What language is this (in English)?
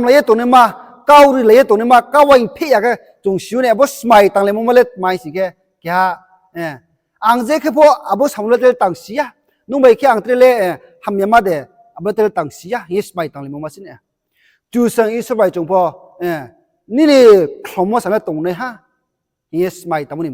Riang (India)